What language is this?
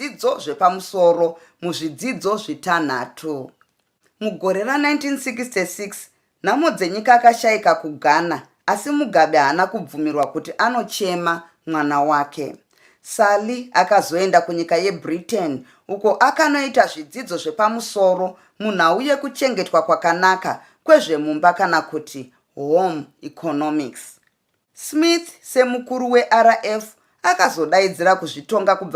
Shona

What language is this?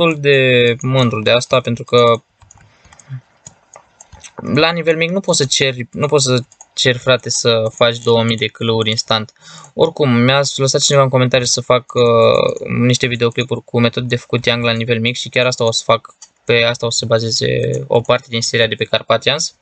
Romanian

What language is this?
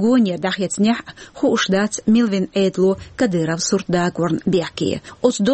Chechen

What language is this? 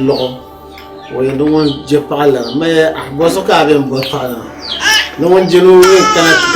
Dagbani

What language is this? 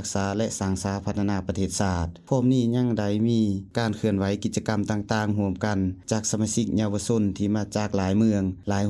Lao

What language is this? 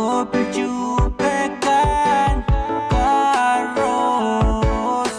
Pohnpeian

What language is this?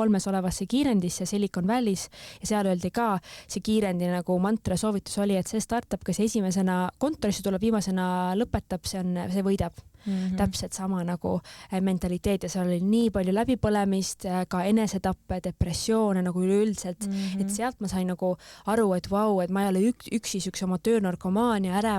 Estonian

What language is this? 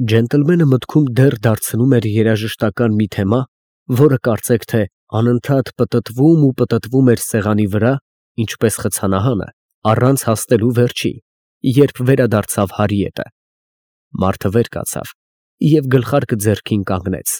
Armenian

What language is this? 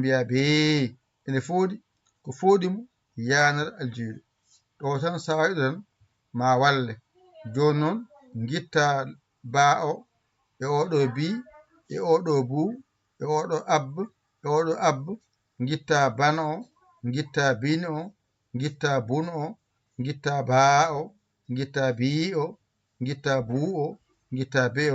Fula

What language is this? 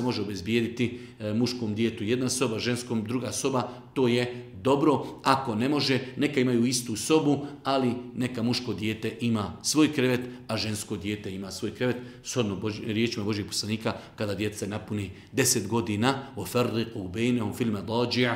Bosnian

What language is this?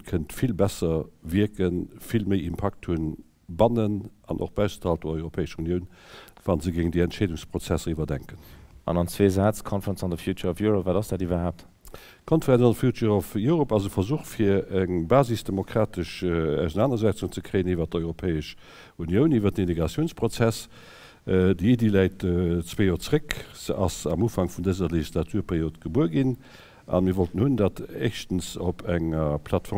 Luxembourgish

